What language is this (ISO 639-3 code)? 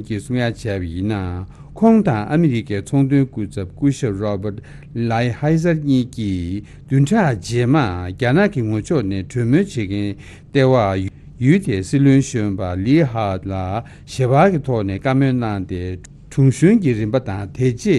bod